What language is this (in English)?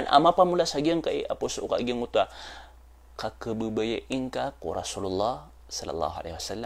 Maranao